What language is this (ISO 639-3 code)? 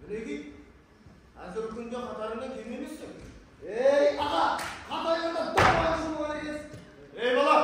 kaa